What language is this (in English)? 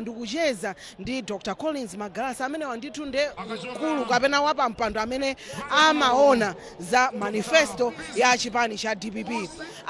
Nyanja